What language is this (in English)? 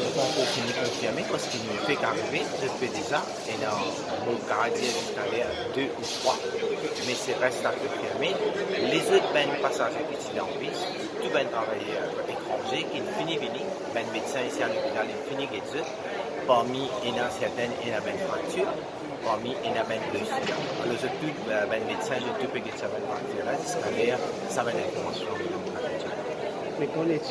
Morisyen